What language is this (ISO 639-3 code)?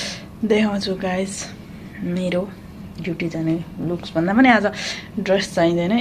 nep